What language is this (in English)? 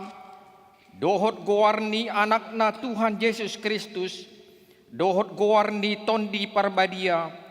Batak Toba